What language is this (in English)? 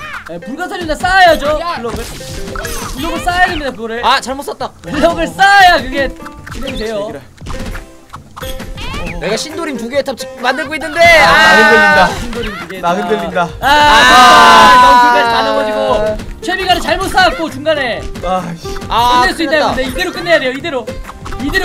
Korean